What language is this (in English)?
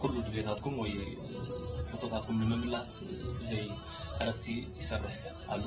Tigrinya